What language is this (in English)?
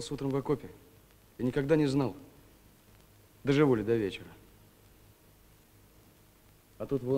Russian